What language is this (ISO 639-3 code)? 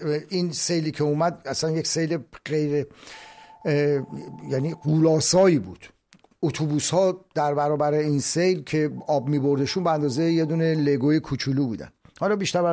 fas